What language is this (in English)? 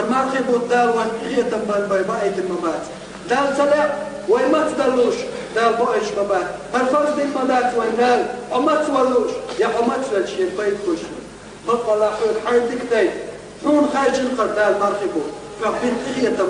Chechen